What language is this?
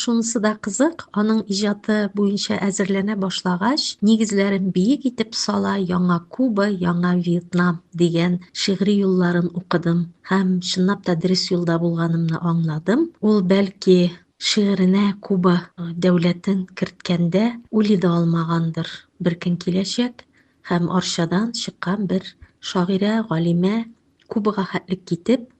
Tatar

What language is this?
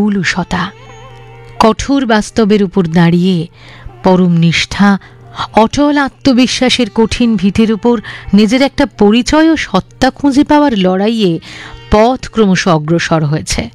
Bangla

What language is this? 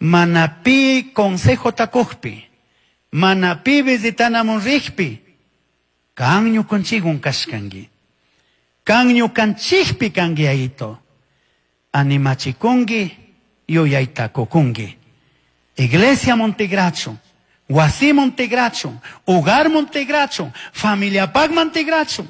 Chimborazo Highland Quichua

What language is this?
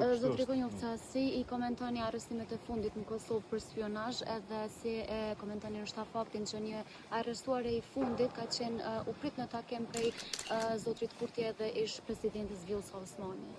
Albanian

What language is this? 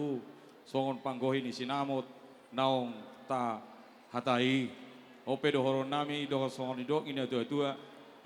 Batak Toba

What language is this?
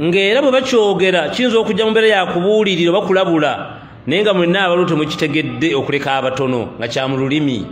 Ganda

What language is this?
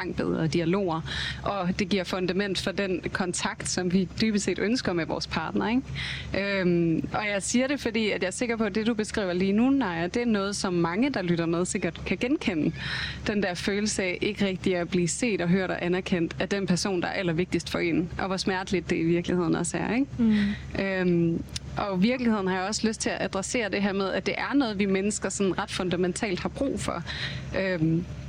Danish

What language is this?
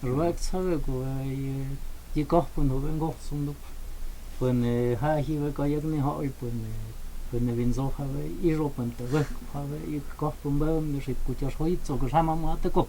Totontepec Mixe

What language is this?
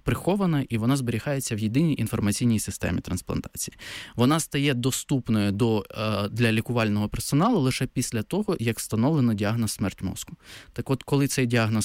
Ukrainian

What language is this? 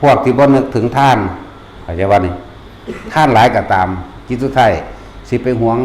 Lao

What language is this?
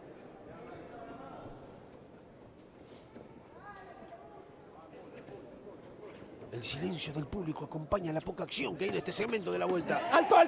Spanish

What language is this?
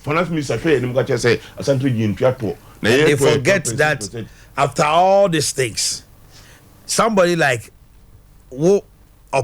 Akan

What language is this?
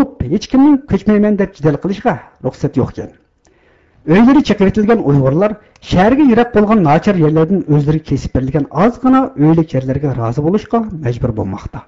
Uyghur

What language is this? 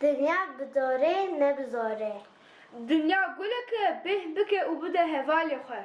Kurdish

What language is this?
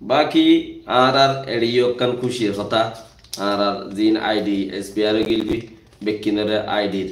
Rohingya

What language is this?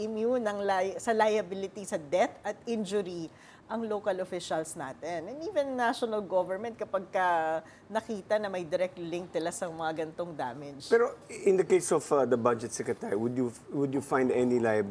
Filipino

